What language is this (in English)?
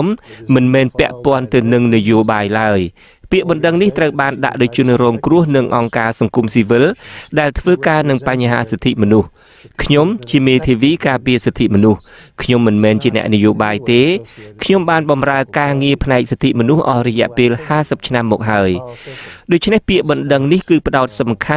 Khmer